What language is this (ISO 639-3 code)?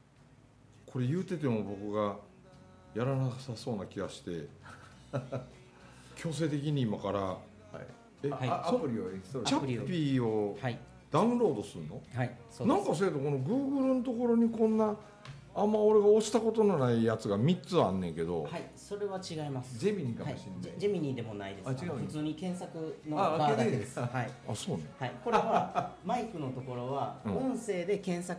jpn